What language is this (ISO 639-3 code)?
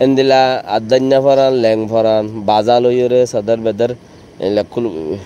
rhg